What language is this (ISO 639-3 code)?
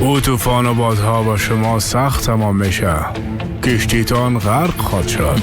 fas